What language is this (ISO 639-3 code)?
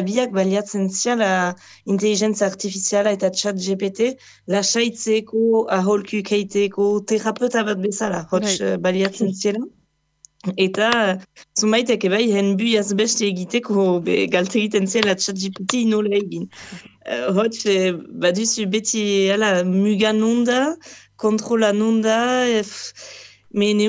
eus